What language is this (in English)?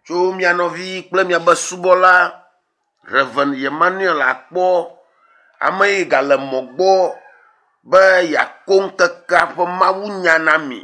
Ewe